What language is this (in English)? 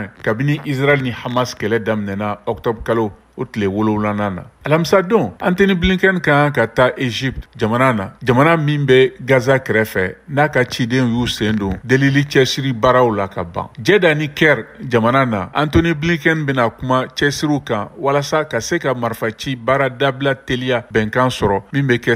Bambara